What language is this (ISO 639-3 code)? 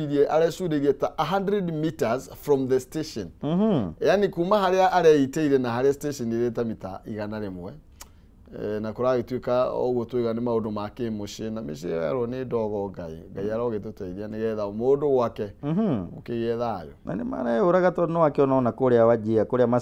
kik